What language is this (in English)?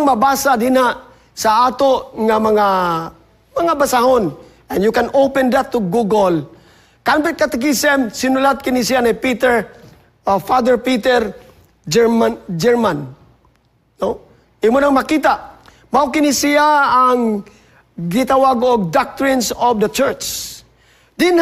Cebuano